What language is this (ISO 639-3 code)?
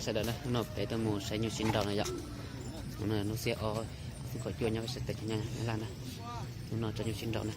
hmn